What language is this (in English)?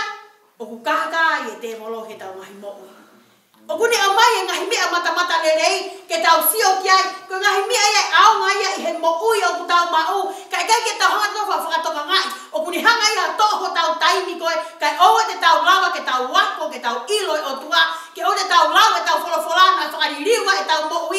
Tongan